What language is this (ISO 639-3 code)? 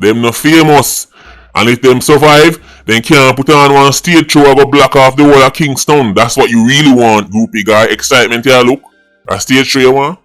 jam